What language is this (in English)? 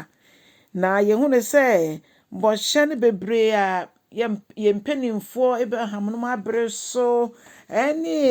Akan